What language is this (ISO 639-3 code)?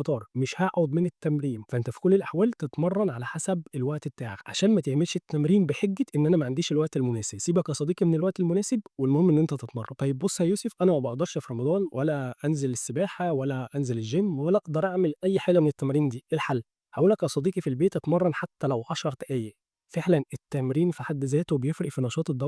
arz